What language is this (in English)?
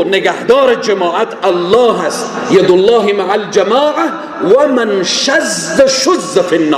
Persian